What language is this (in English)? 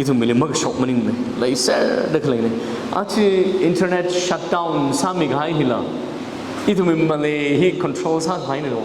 Tangkhul Naga (India)